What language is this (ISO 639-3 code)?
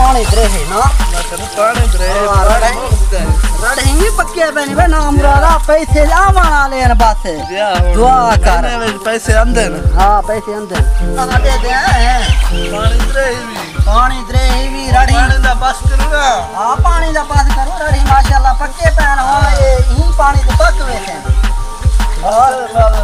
skr